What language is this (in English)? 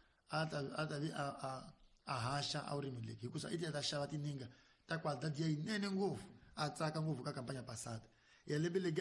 Tsonga